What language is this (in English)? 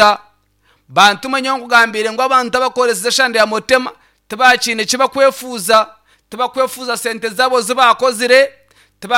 Nyankole